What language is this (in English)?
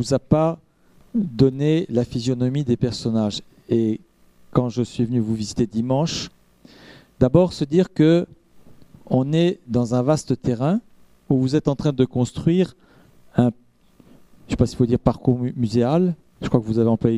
French